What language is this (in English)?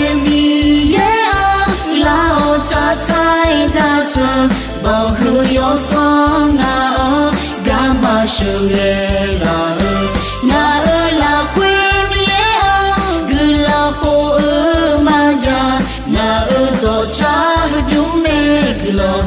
Akha